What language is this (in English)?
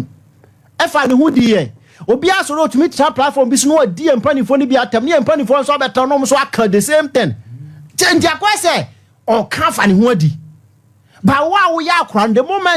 Akan